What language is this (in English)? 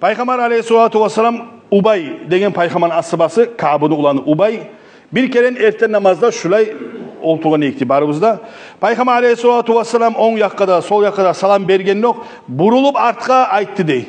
Kumyk